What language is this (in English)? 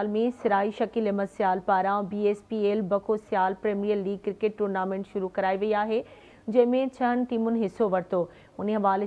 Sindhi